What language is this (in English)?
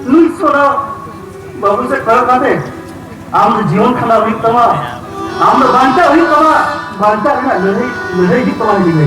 Santali